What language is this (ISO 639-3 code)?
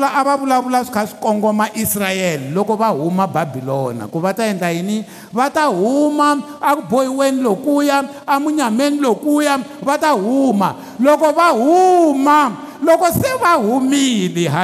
tso